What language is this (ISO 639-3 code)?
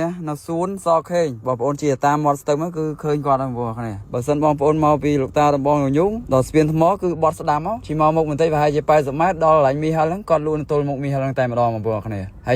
khm